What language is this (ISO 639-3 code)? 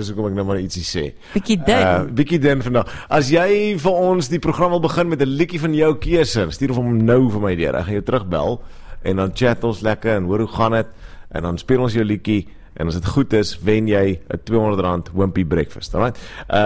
afr